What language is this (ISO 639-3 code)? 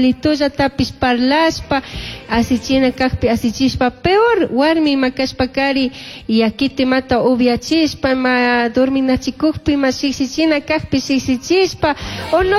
qug